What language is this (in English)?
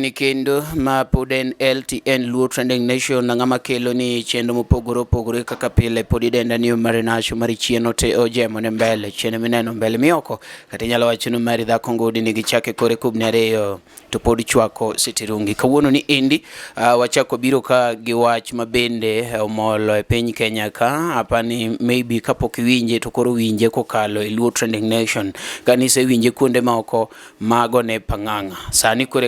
Luo (Kenya and Tanzania)